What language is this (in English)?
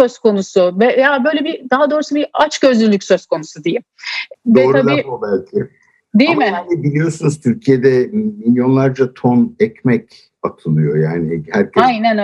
Turkish